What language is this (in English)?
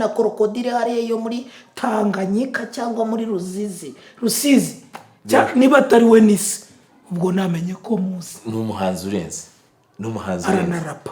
Kinyarwanda